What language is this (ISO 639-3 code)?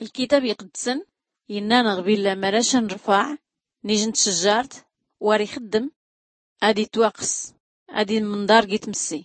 shi